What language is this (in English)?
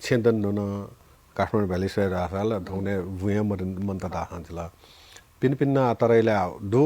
Newari